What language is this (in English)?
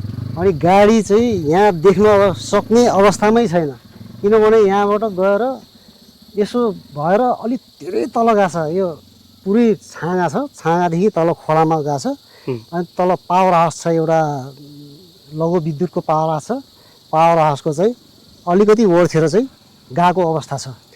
Nepali